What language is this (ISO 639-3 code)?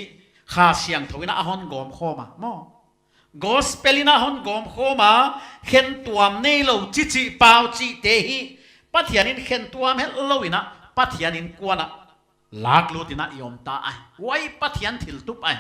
pck